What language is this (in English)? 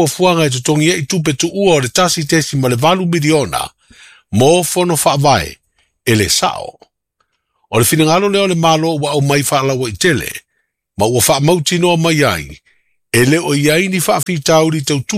Samoan